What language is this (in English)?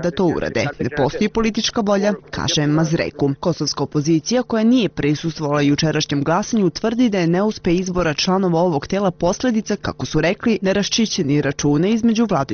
Bosnian